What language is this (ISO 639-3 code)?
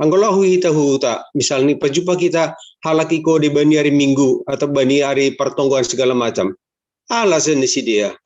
bts